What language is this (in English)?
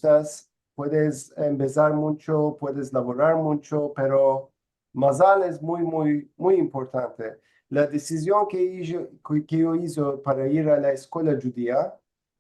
Ladino